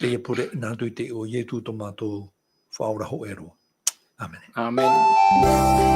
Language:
Tahitian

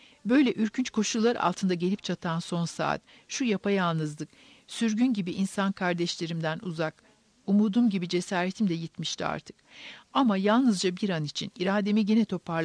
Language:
Turkish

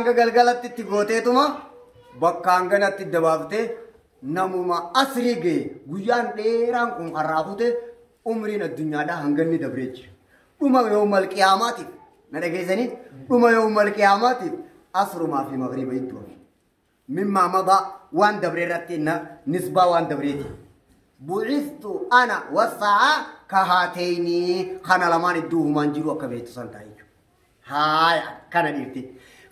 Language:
Oromo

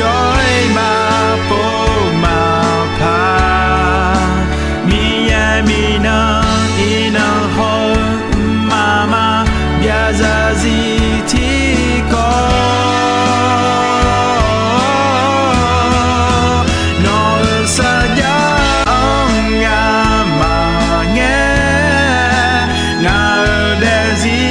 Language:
Akha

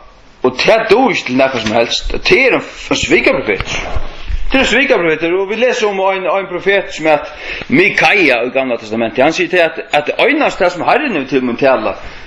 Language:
Faroese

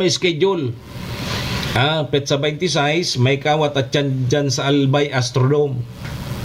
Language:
Bikol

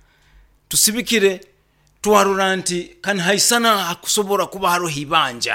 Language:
Nyoro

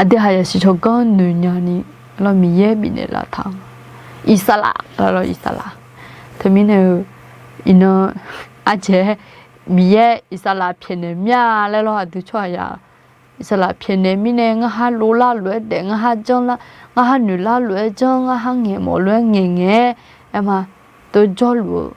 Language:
Akha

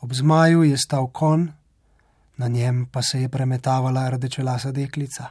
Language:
Slovenian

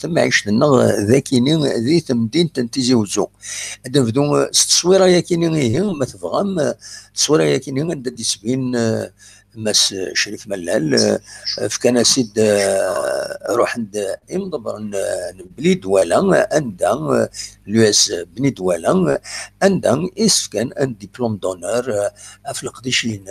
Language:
Kabyle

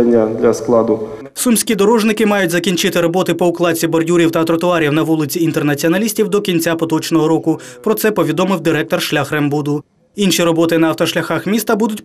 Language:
Ukrainian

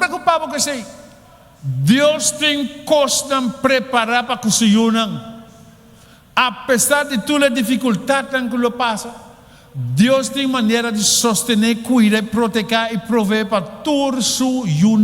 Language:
Papiamento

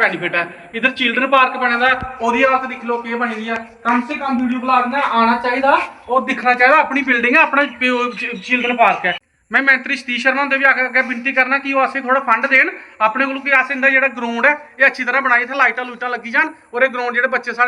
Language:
Dogri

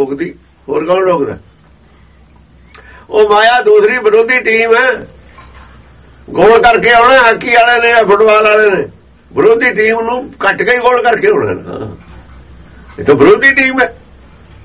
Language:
Punjabi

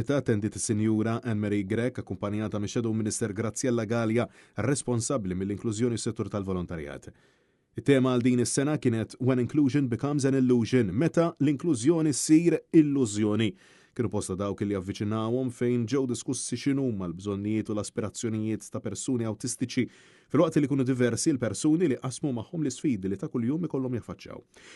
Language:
Maltese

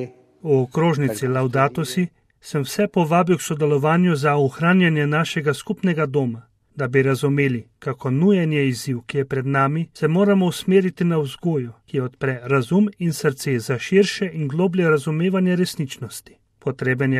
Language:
Slovenian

